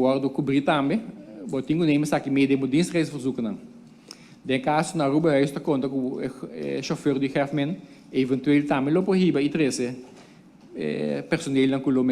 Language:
Papiamento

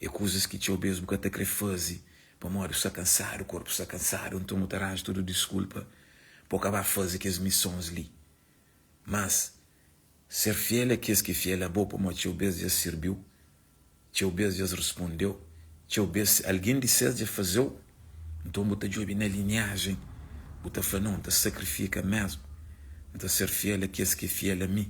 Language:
Kabuverdianu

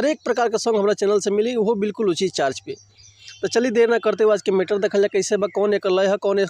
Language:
Bhojpuri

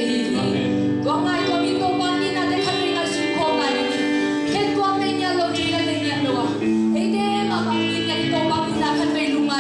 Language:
Tedim Chin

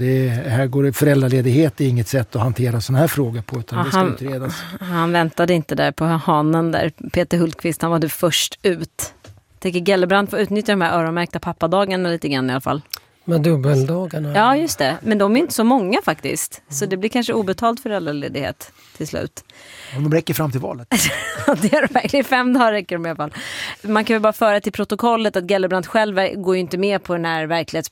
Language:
Swedish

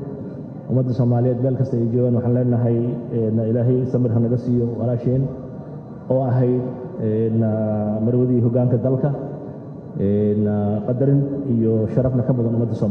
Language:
Somali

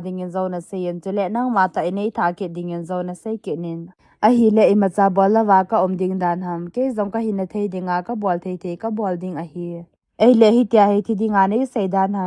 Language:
Thado Chin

